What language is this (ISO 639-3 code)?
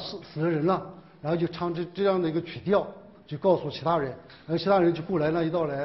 zho